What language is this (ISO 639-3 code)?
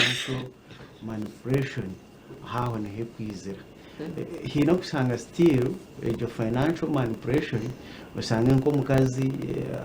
nyn